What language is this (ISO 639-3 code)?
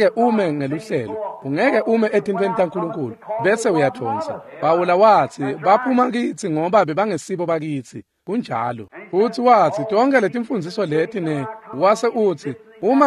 ssw